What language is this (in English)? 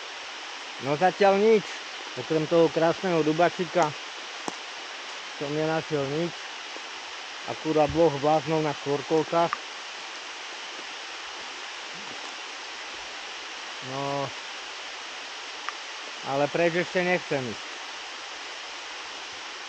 Slovak